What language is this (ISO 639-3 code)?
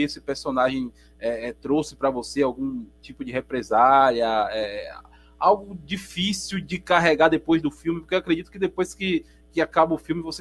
por